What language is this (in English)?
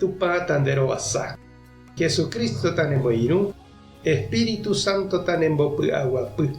Guarani